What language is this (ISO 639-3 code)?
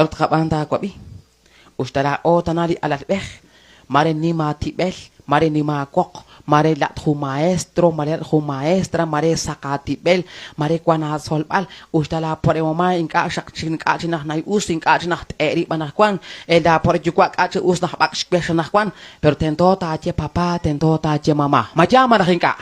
kek